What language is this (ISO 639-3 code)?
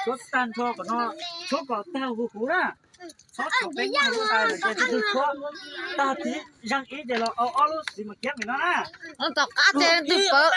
hmn